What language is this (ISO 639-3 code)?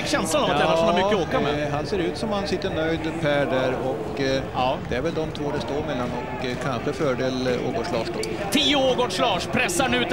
swe